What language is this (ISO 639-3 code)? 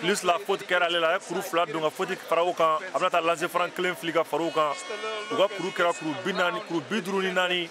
bam